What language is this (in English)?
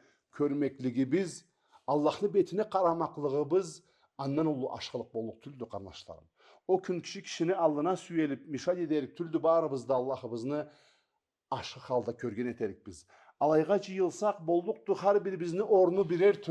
Karachay-Balkar